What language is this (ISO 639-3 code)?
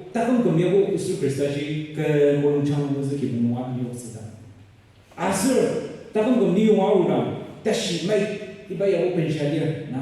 njo